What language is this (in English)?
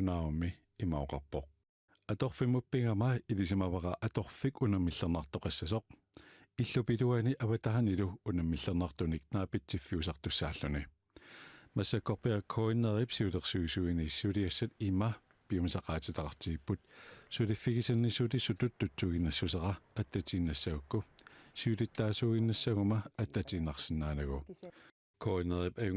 Kalaallisut